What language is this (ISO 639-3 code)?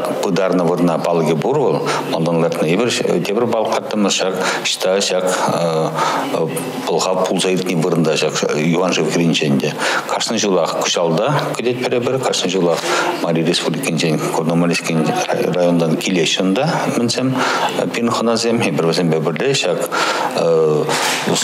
chv